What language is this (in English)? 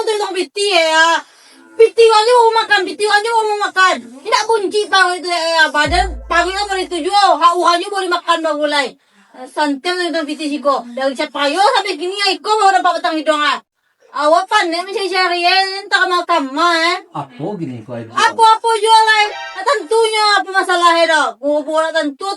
Minangkabau